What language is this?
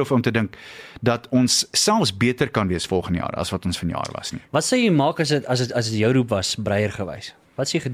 Afrikaans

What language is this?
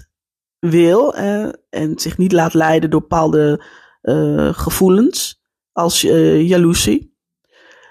Dutch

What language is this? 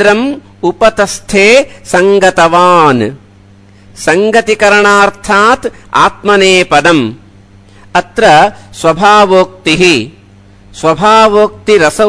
Sanskrit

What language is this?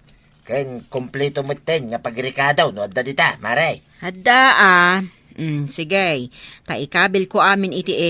Iloko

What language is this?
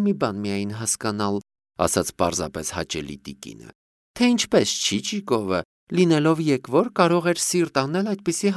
Armenian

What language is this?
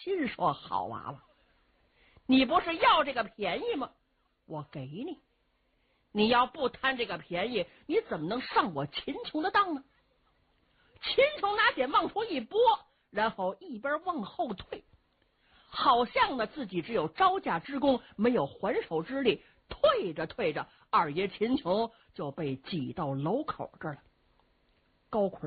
Chinese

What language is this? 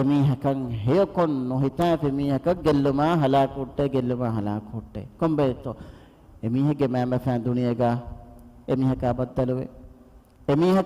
Divehi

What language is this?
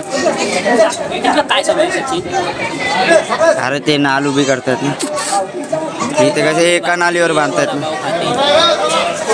Marathi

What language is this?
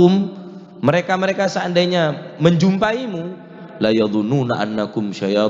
Madurese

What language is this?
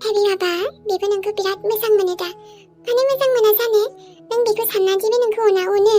Bodo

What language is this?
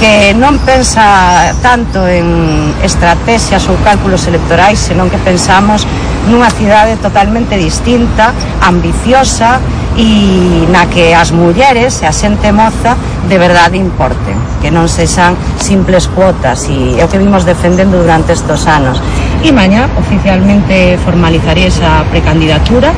Galician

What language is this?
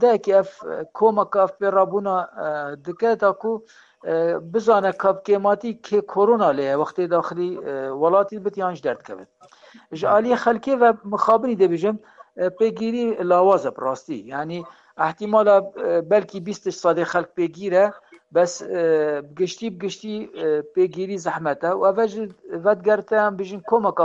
Kurdish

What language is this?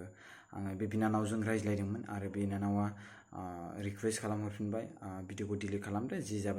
Bodo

